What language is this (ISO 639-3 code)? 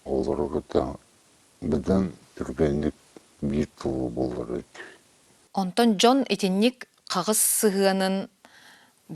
sah